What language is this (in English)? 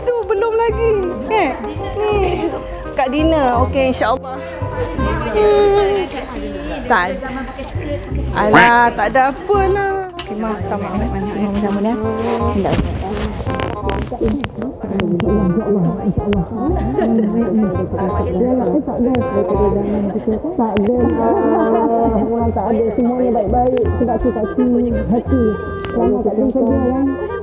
Malay